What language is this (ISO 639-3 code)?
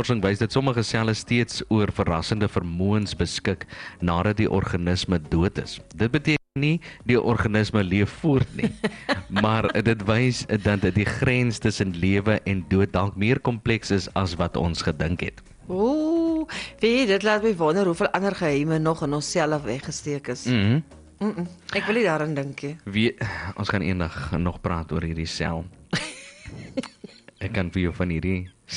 afr